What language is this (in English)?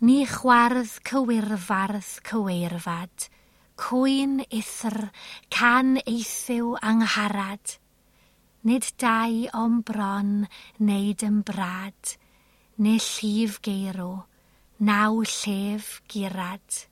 Welsh